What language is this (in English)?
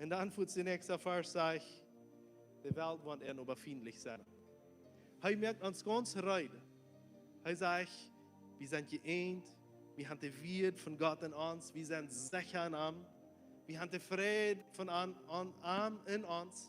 Plautdietsch